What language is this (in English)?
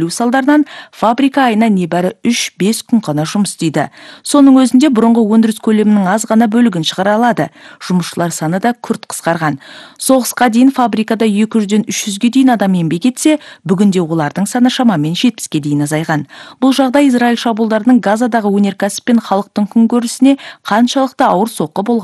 Kazakh